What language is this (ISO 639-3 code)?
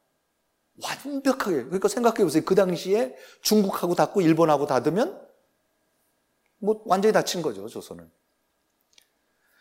kor